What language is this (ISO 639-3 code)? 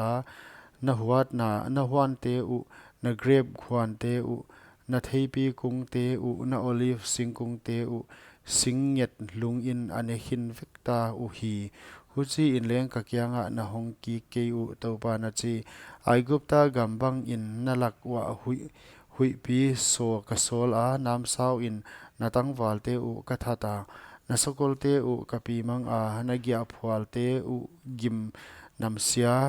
pck